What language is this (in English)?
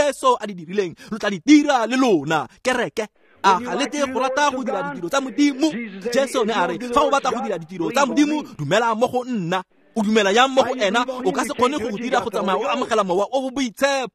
Tswana